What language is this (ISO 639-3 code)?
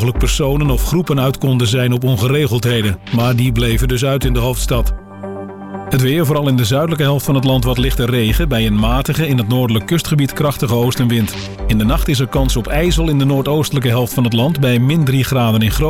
nld